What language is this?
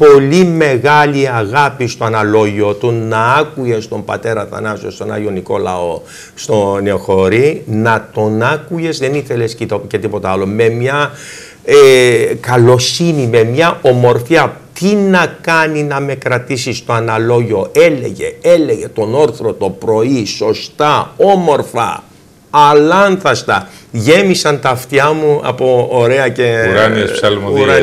Greek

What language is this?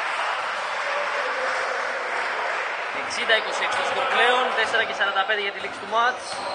Greek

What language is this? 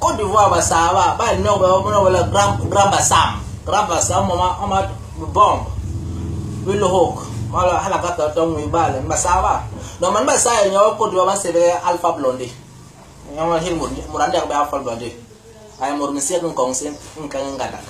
Basaa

